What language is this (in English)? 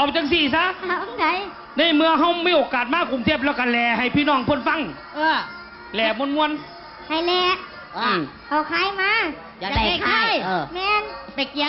Northeastern Thai